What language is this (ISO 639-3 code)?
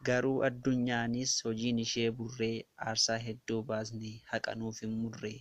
orm